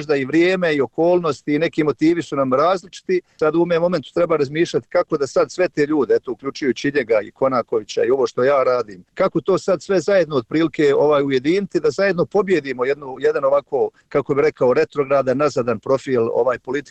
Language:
Bosnian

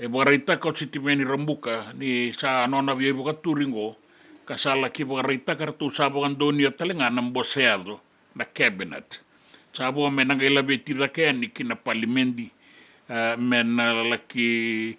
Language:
Fijian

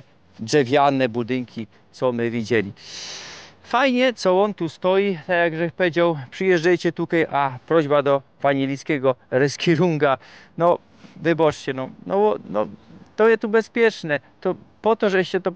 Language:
Silesian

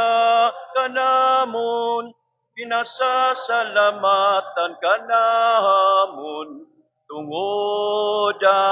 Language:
Waray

